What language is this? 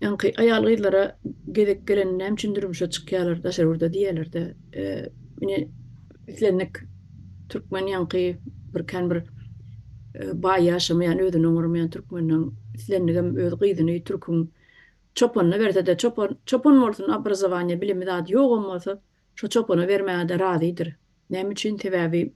Turkmen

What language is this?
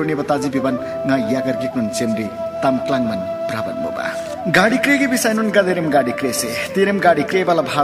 Eastern Tamang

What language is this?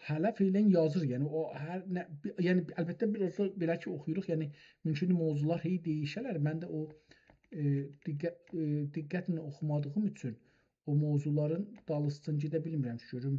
South Azerbaijani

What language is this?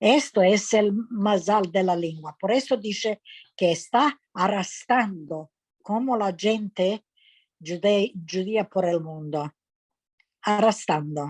Ladino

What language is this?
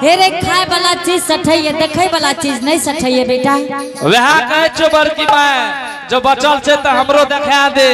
Angika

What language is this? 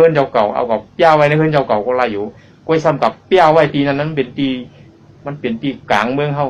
Shan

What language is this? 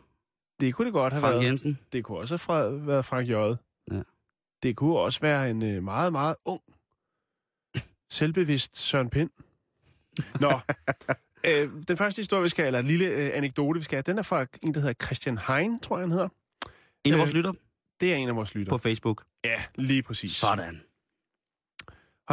Danish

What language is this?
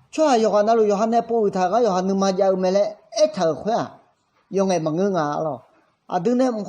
Akha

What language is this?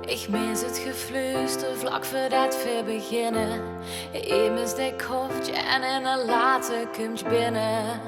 Limburgish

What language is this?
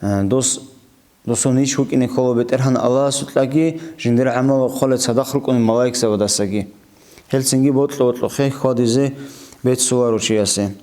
Avaric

